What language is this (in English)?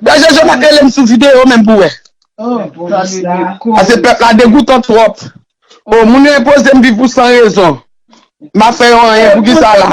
Haitian Creole